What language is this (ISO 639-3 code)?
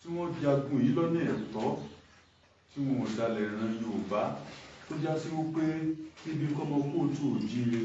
yor